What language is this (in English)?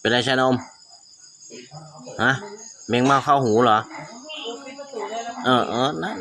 Lao